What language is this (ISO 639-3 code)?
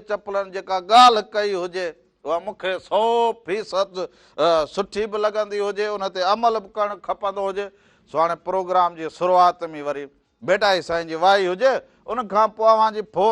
snd